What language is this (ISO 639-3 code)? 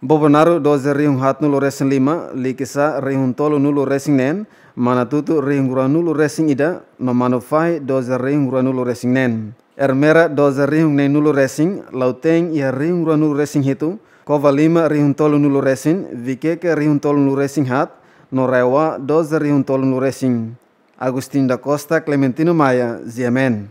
tet